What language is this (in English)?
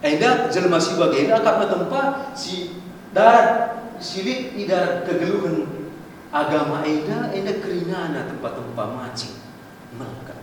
Batak Karo